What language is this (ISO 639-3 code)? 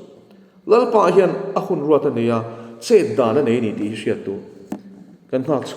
lus